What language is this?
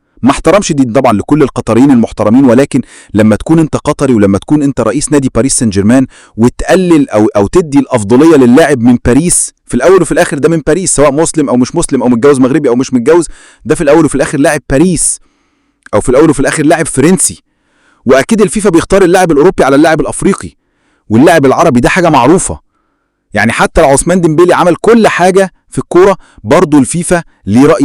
Egyptian Arabic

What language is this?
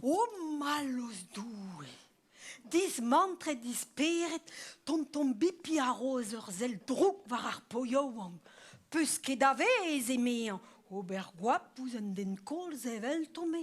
Breton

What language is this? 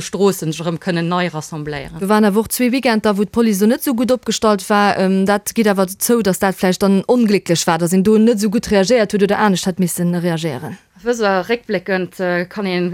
Luxembourgish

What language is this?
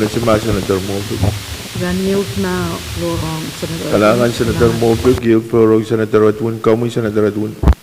Pohnpeian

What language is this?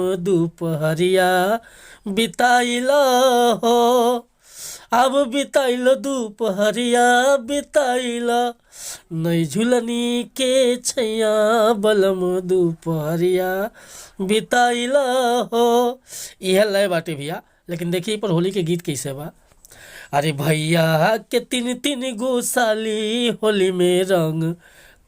Bhojpuri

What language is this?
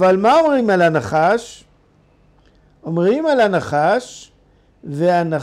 Hebrew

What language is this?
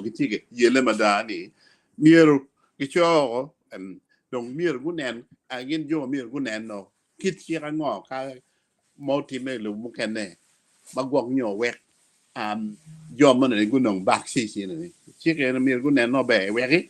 Acoli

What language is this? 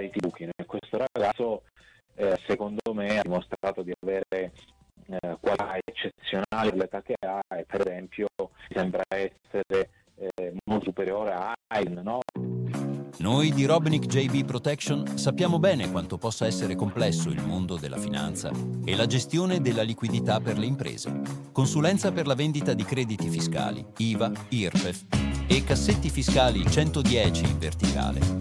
Italian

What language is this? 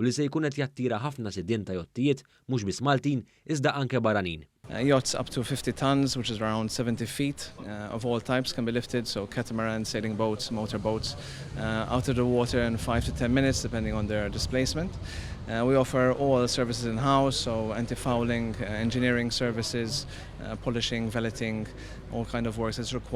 Maltese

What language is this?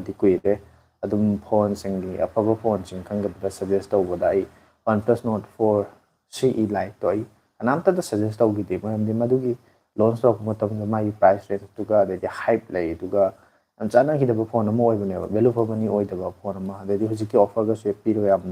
Manipuri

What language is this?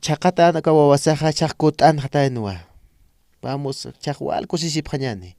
Aymara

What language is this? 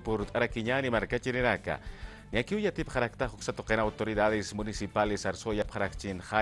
Aymara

